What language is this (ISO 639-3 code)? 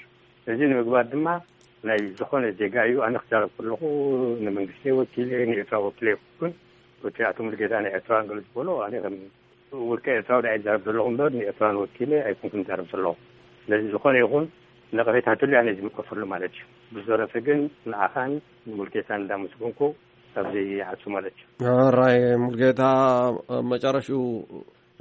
tir